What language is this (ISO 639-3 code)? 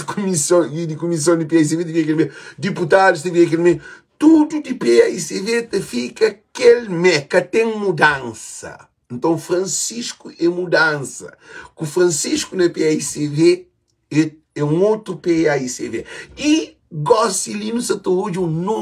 kea